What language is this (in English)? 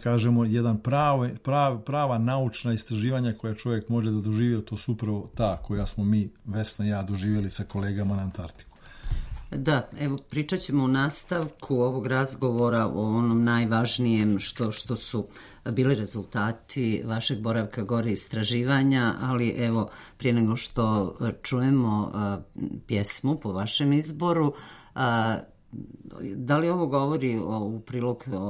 Serbian